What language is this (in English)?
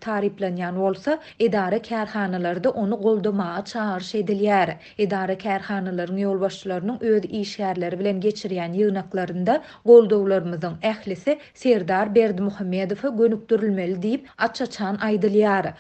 Turkmen